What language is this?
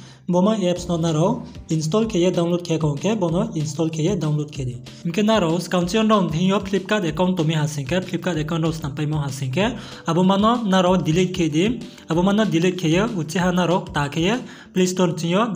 Riang (India)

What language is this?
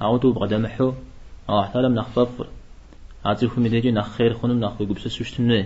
Kabardian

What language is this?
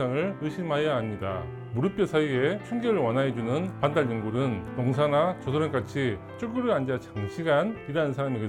Korean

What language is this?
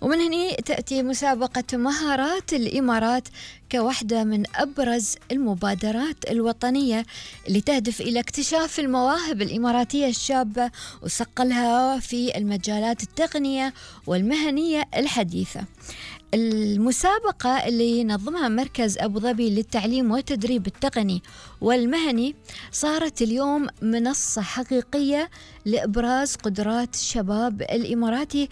Gulf Arabic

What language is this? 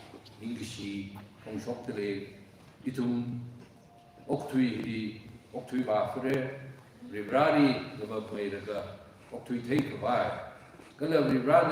Tangkhul Naga (India)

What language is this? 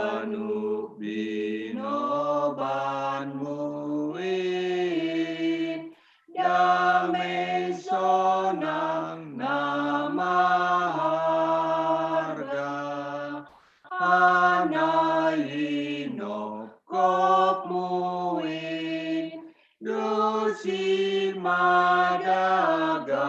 Batak Simalungun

